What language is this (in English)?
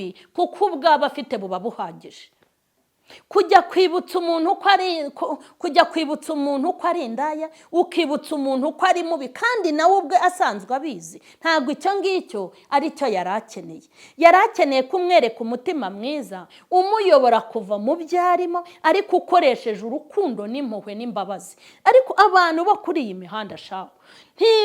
Kinyarwanda